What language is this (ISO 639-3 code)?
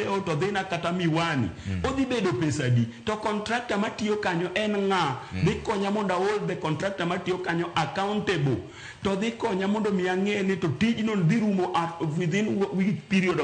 luo